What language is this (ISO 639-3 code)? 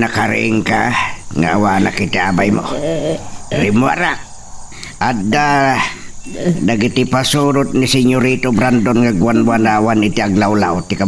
ilo